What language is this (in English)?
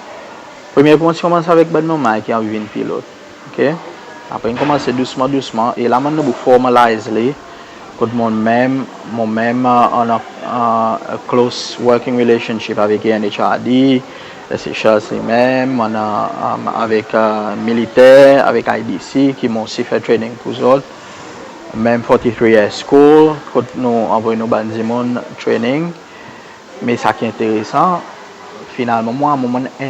Seselwa Creole French